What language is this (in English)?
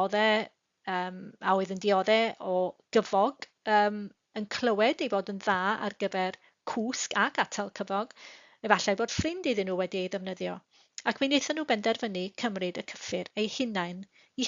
Welsh